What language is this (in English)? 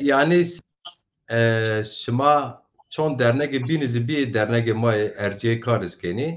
Zaza